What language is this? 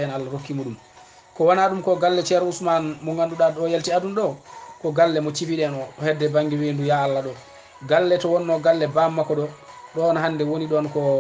Fula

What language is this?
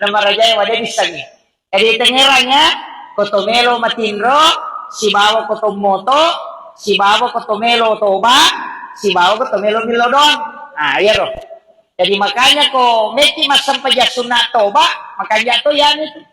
Buginese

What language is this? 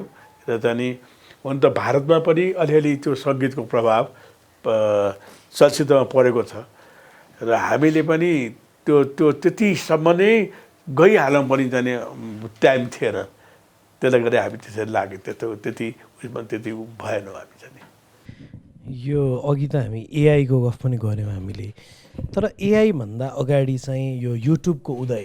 Nepali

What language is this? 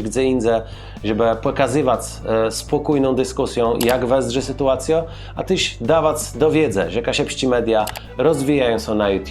Kashubian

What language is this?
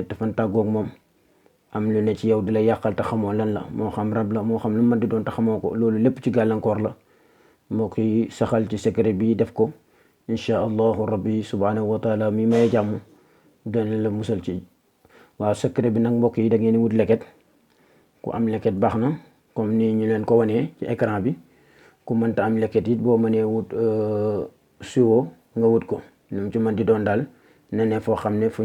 Wolof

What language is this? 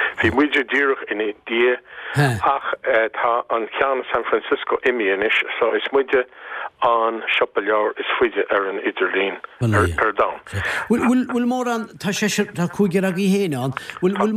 Irish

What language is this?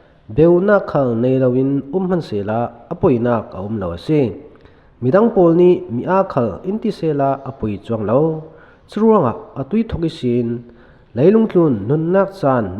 Falam Chin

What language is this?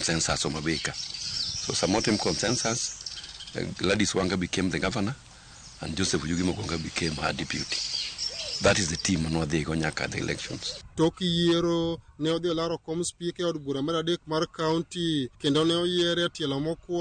Luo (Kenya and Tanzania)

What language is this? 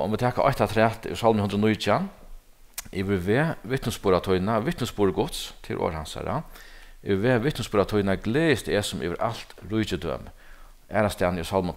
Faroese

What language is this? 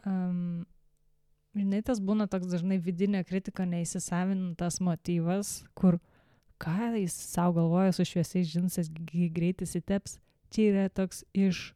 Lithuanian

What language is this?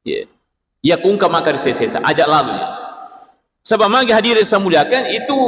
Buginese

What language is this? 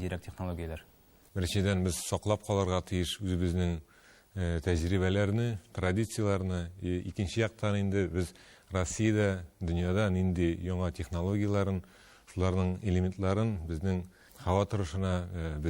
Tatar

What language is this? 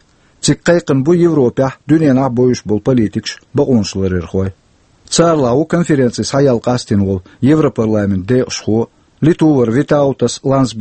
Chechen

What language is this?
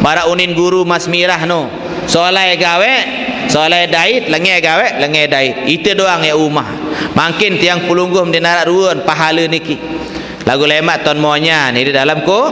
Sasak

